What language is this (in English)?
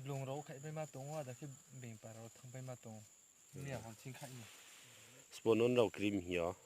Riang (India)